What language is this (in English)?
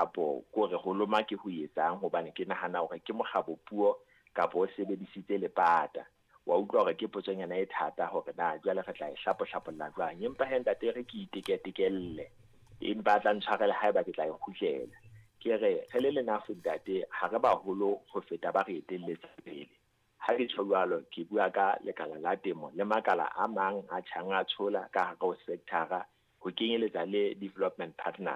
Southern Sotho